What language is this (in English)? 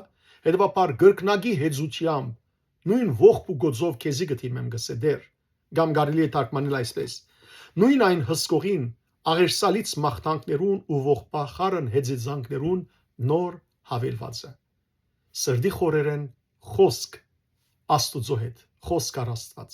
Western Armenian